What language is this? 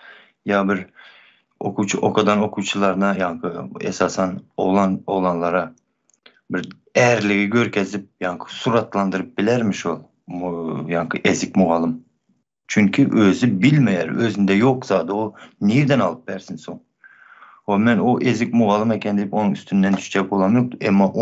Turkmen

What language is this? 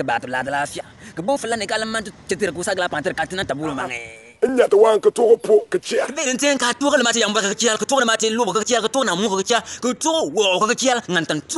Bimoba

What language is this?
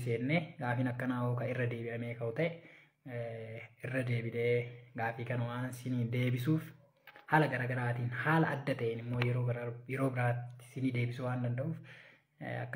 Oromo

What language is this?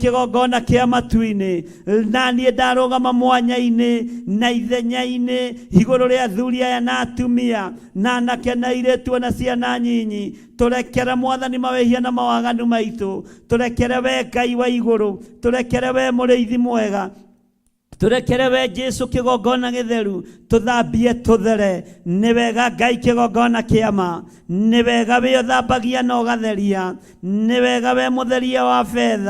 Kikuyu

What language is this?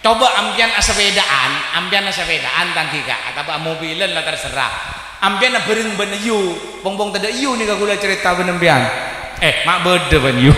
Madurese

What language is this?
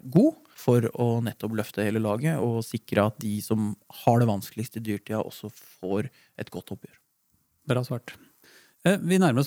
Norwegian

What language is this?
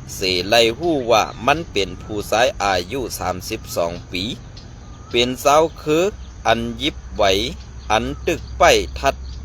Shan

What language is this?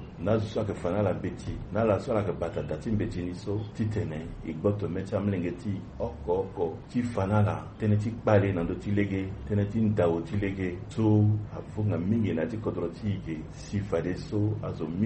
Sango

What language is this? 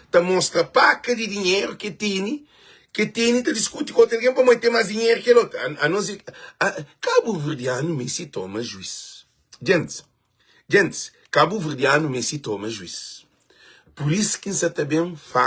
Kabuverdianu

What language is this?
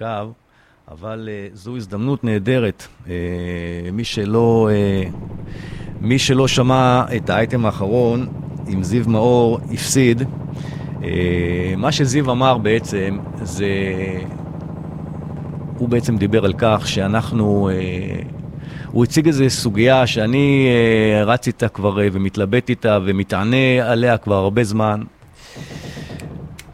Hebrew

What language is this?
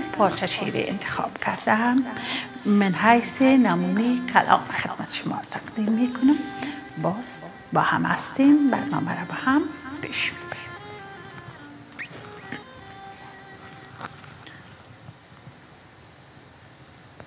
Persian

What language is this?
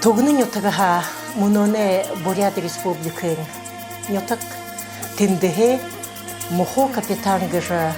Buriat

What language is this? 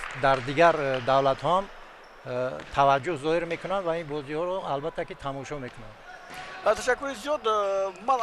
Tajik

